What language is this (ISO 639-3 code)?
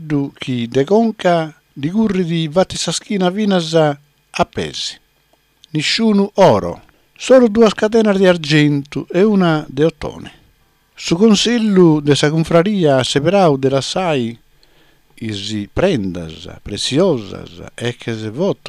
srd